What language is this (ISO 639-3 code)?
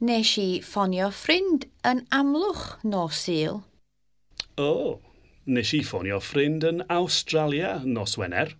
cym